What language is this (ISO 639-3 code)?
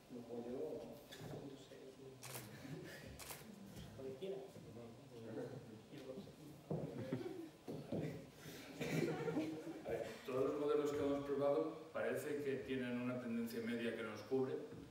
spa